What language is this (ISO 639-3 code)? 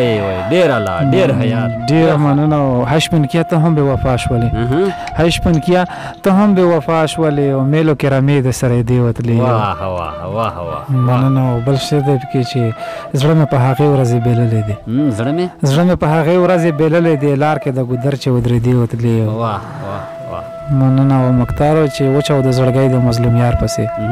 pus